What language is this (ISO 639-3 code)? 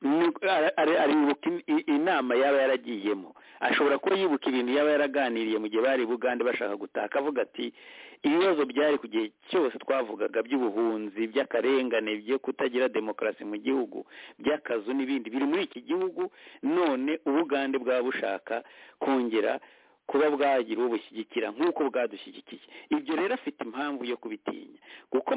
kin